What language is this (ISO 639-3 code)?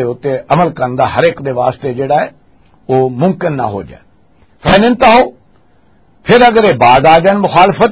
lah